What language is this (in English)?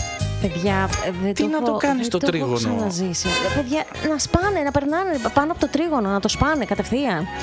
Greek